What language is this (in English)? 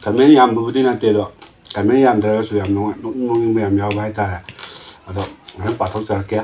Manipuri